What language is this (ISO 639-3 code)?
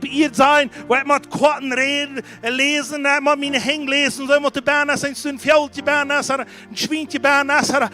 pdt